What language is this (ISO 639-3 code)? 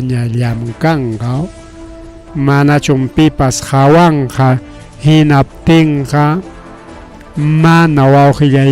quy